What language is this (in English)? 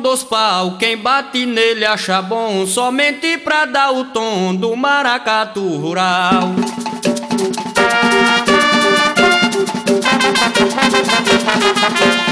Portuguese